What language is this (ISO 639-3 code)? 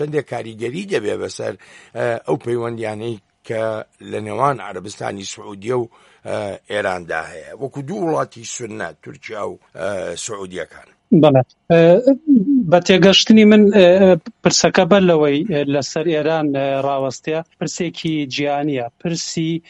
ckb